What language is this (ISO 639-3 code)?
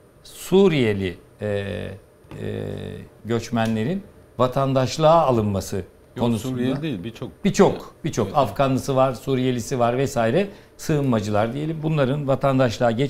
tur